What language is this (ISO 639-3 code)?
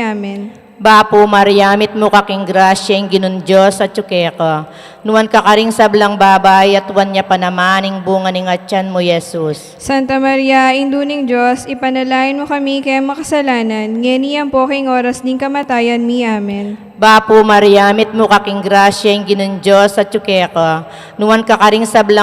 pam